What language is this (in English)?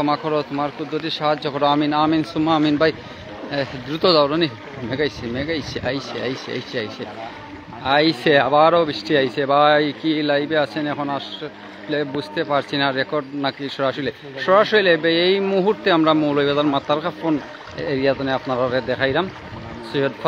Sylheti